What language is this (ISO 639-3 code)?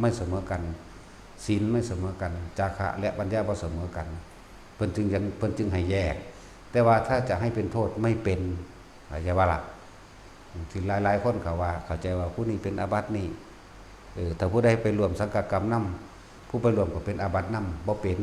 tts